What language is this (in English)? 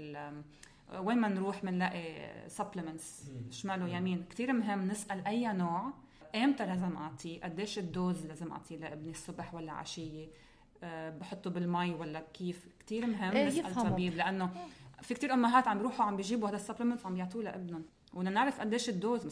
North Levantine Arabic